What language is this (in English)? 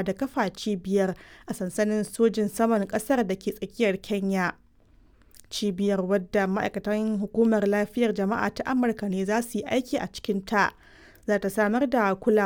Hausa